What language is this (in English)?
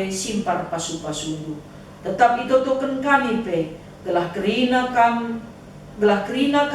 Batak Karo